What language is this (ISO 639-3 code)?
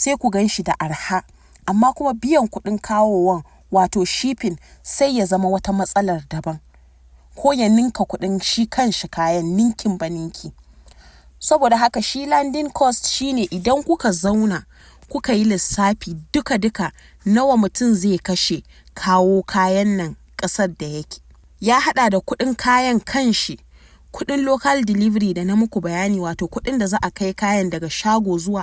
hau